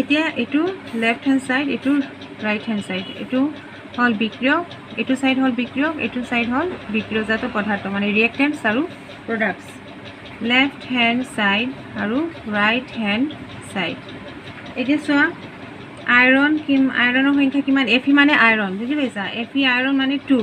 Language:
Assamese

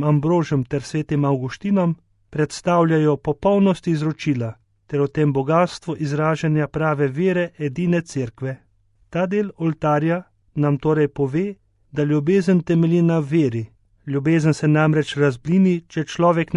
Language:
Slovenian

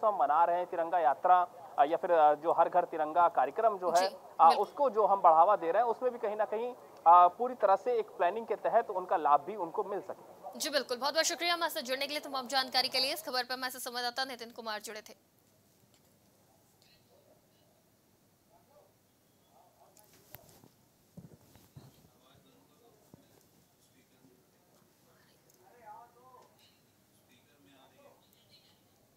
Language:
Hindi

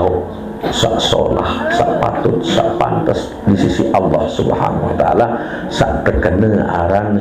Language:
Sasak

